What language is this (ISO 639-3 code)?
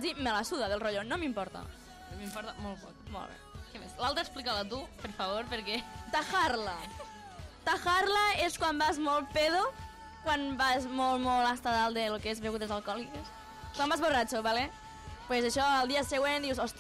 cat